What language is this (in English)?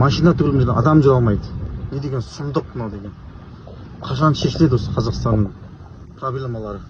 Kazakh